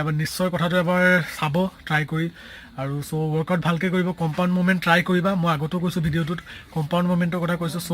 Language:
Assamese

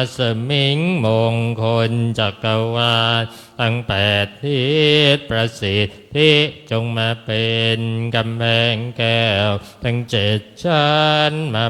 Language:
Pali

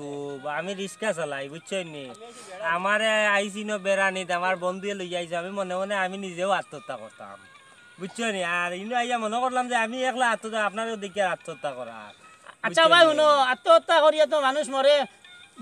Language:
Sylheti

